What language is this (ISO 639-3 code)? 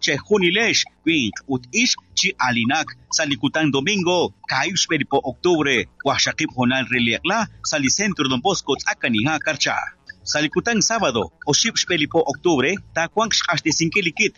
kek